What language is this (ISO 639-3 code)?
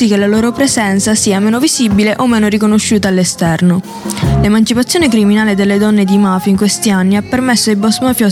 ita